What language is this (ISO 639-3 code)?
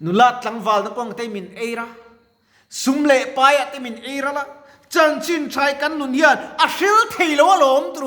lus